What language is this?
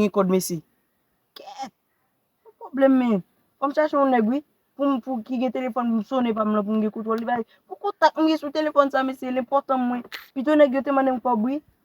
Haitian Creole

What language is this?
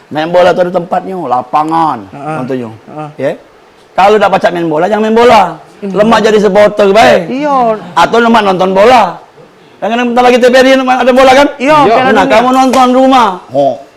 Musi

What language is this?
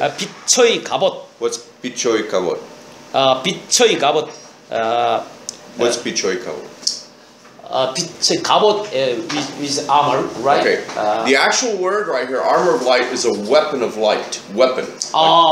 Korean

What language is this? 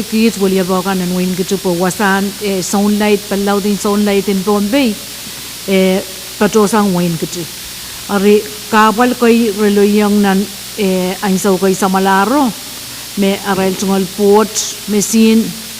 Pohnpeian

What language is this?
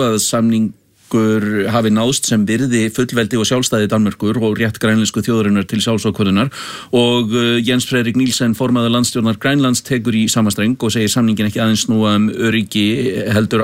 Icelandic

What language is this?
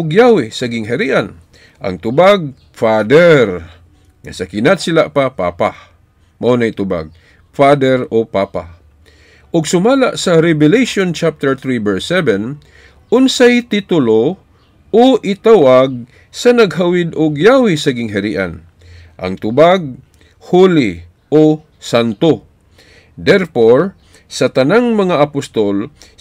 Cebuano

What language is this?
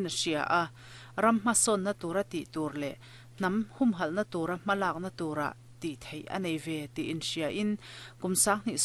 Mizo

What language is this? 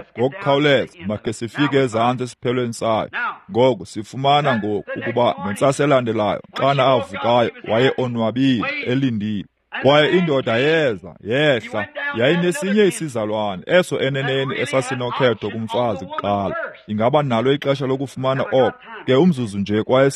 Xhosa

